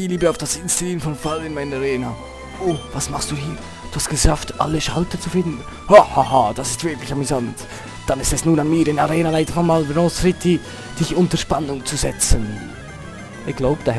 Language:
Swiss German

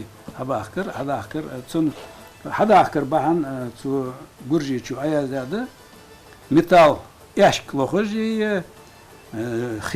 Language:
Ingush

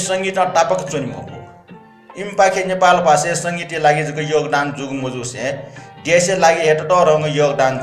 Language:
Newari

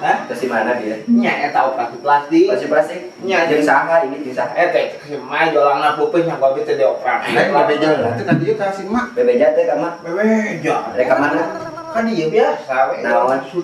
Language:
Sundanese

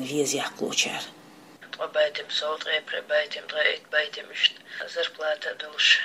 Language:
Chechen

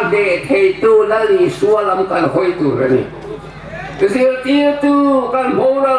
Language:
Hmar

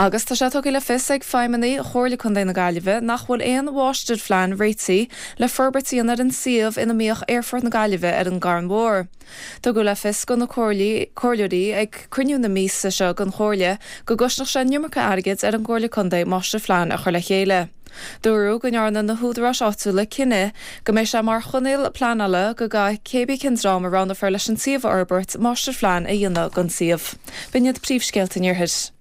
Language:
Irish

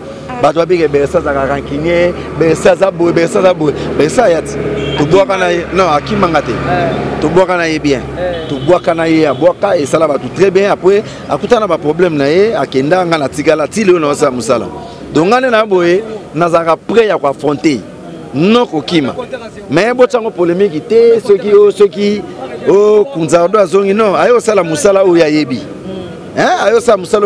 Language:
Lingala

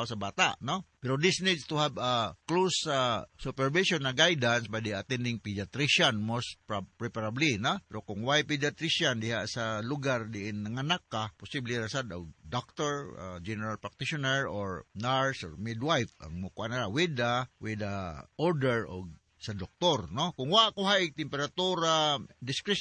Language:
Cebuano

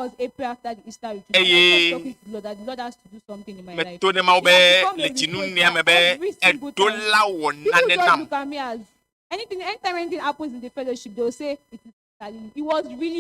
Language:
Ewe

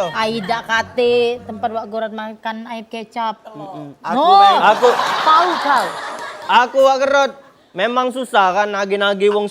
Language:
Musi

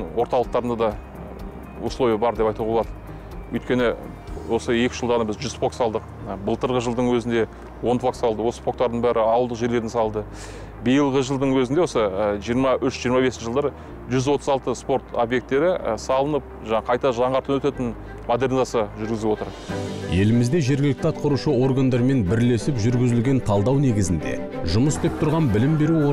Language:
Kazakh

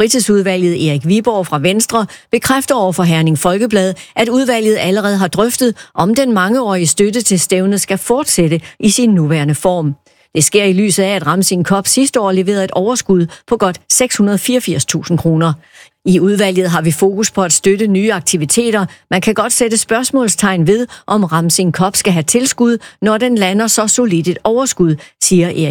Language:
Danish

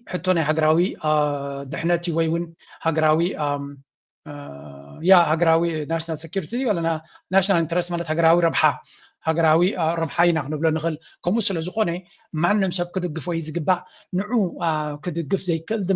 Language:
Tigrinya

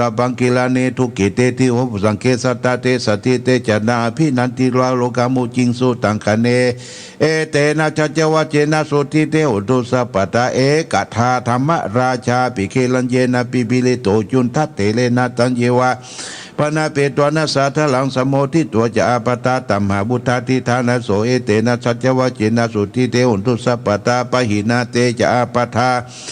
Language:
Pali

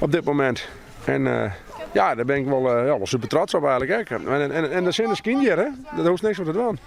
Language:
Western Frisian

